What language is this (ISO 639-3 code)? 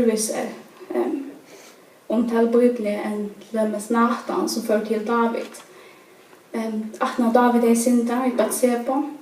fao